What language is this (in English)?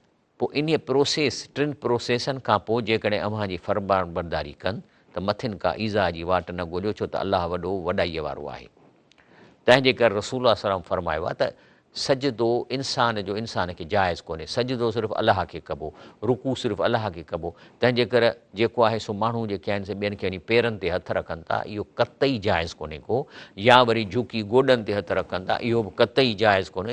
Sindhi